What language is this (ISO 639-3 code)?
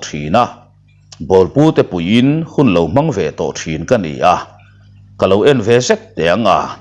lus